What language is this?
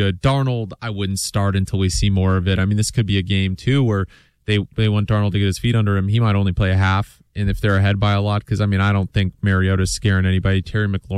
English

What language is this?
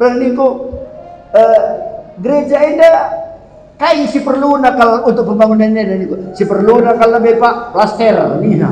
Batak Karo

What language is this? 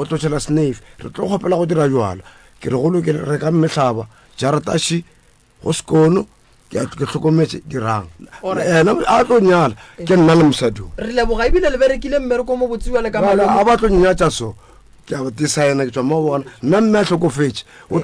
Northern Sotho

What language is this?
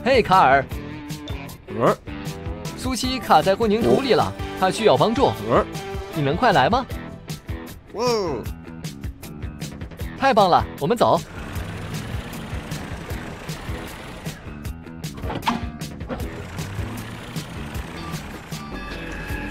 Chinese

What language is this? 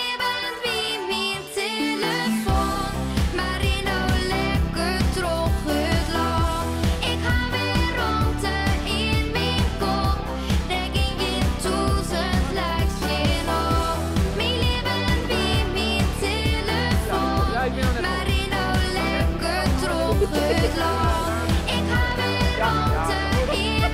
Western Frisian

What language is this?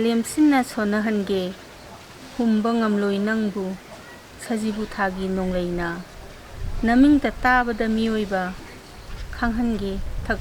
Manipuri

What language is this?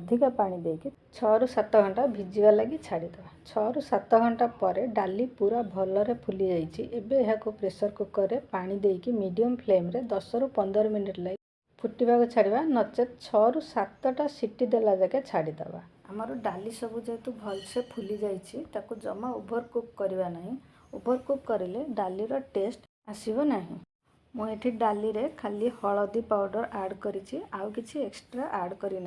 Odia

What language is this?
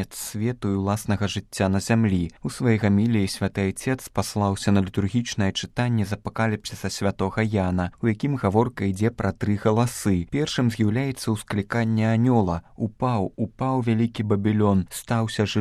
Belarusian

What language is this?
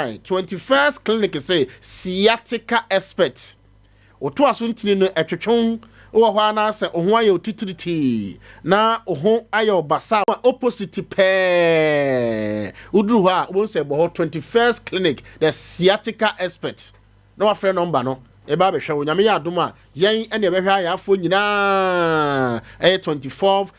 Akan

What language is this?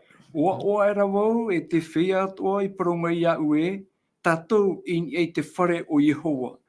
Tahitian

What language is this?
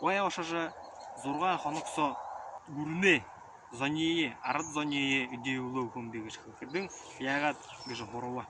Buriat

